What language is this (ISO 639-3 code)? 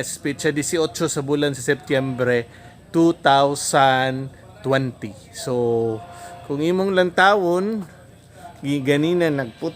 ceb